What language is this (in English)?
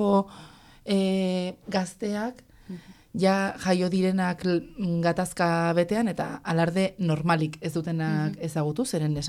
Basque